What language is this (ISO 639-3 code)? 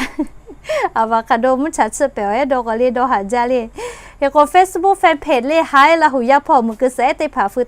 lhu